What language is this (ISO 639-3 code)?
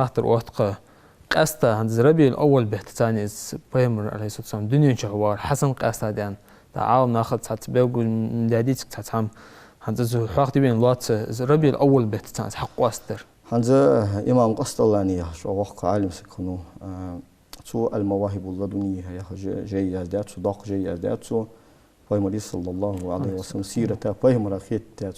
inh